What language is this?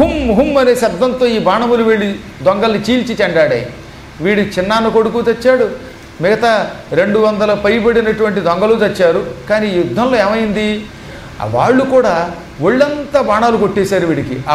Telugu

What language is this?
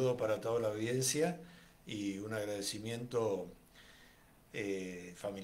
Spanish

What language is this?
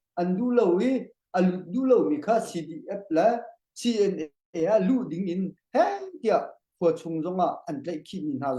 Hakha Chin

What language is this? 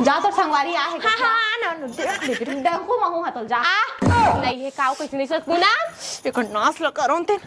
Chhattisgarhi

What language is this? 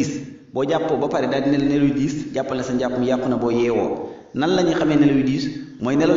Wolof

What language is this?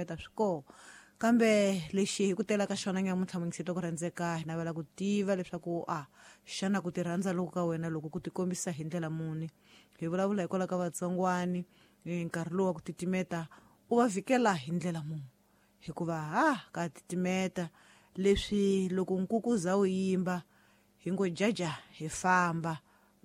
Tsonga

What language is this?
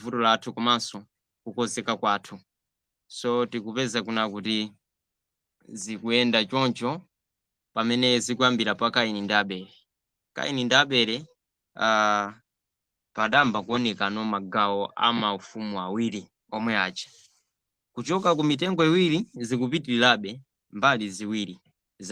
Nyanja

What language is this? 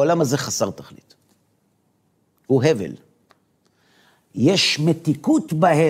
Hebrew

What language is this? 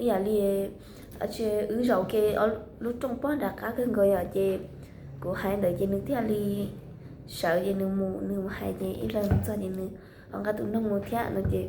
Hmong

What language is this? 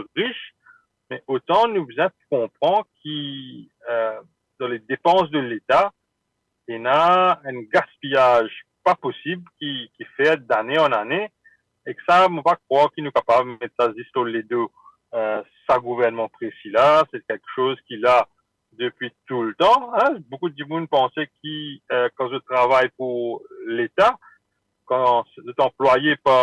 Morisyen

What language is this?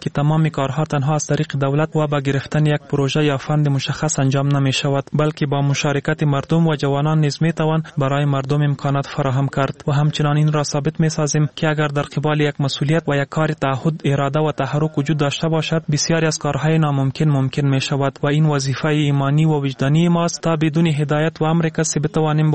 Persian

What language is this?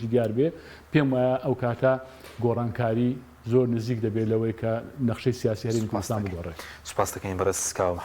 Central Kurdish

